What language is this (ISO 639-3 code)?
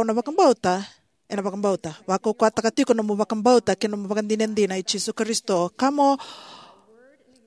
fij